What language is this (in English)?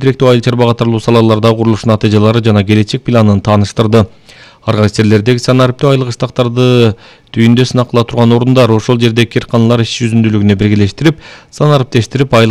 Kyrgyz